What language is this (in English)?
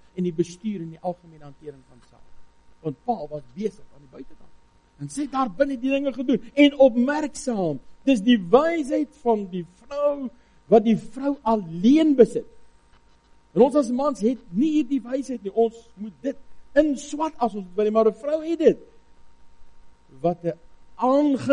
Afrikaans